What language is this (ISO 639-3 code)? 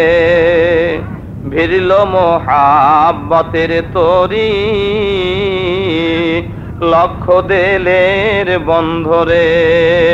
ben